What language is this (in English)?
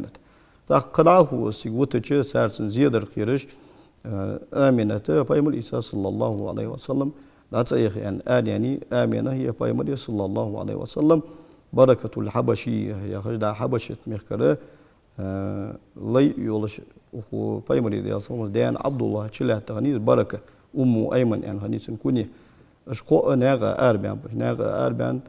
Ingush